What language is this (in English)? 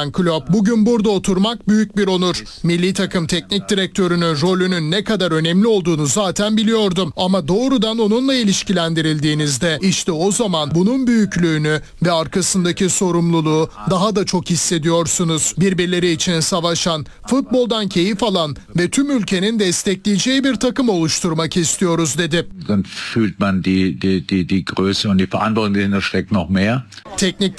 Turkish